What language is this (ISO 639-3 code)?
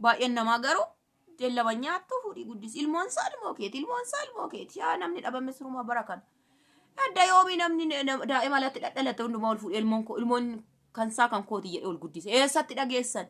orm